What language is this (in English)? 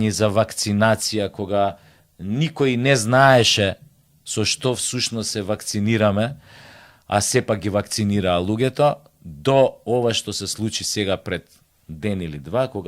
Macedonian